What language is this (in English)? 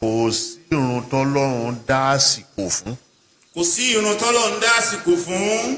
Yoruba